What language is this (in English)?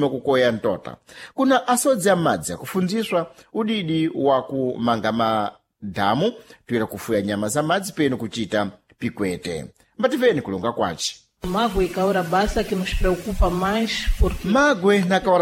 Sena